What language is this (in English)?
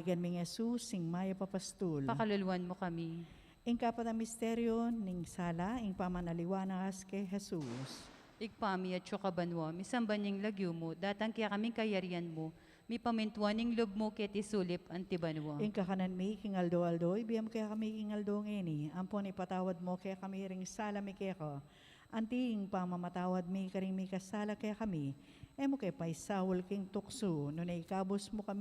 Pampanga